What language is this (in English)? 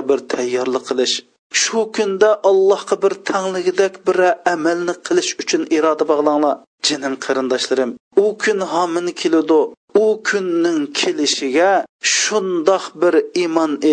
Uyghur